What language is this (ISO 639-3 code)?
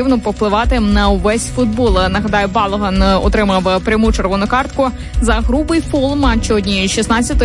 ukr